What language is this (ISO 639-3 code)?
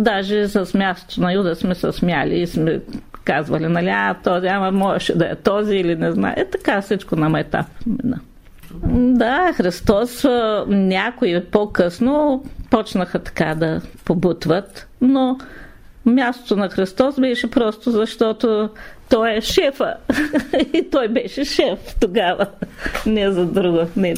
bul